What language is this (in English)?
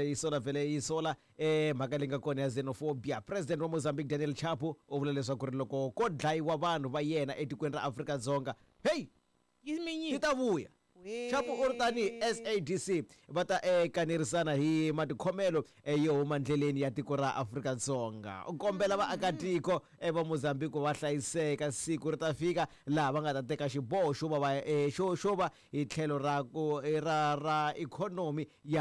Tsonga